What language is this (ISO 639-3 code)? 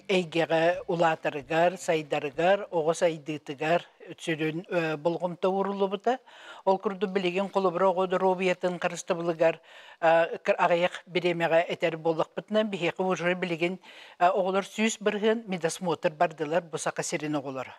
sah